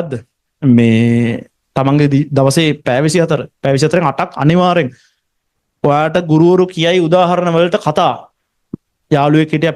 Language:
Sinhala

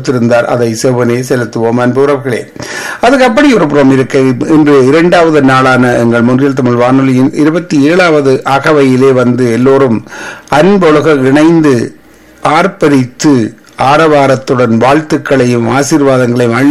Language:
Tamil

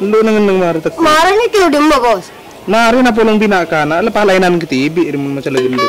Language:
Madurese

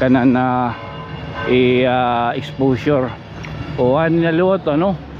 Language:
Waray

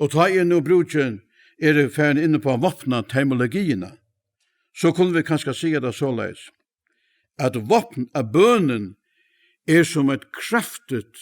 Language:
Faroese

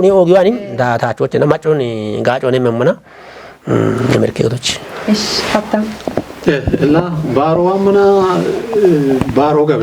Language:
Kafa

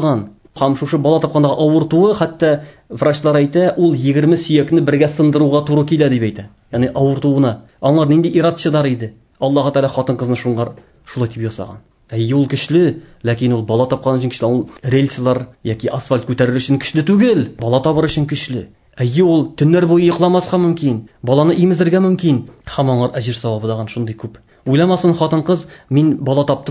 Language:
Tatar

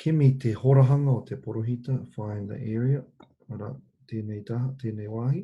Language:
Māori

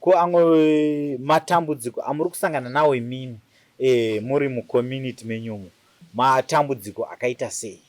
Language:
Shona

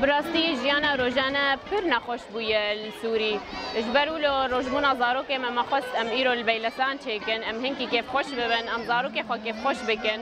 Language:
Kurdish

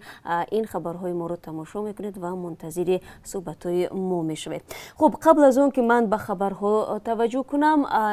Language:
Tajik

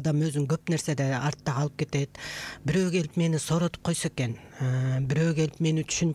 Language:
Kyrgyz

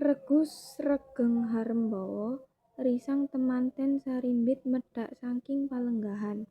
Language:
Javanese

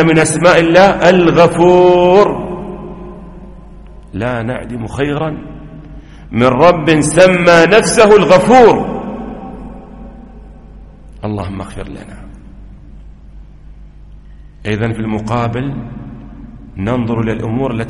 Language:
Arabic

